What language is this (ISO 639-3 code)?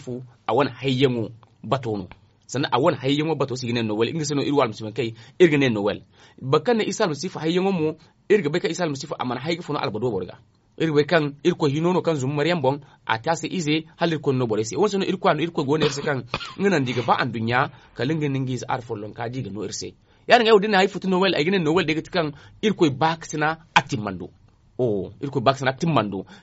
dje